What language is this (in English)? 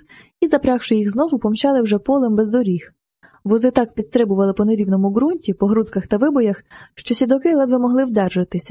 Ukrainian